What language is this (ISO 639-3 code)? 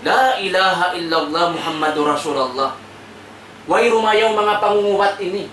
tsg